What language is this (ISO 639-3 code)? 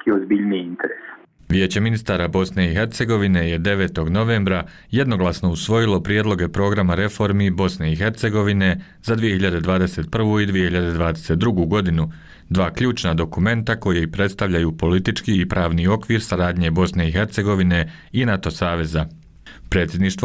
bos